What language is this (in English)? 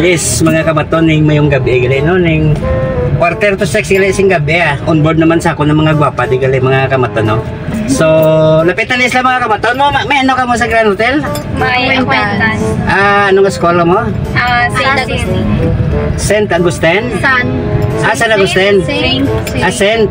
Hiligaynon